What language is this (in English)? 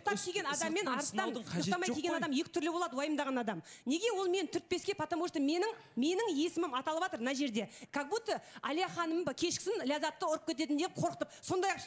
Kazakh